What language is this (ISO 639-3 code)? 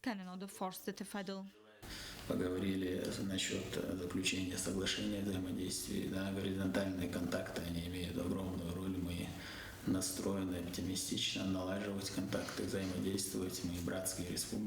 oss